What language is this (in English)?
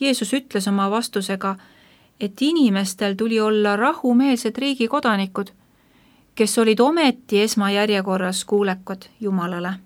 Estonian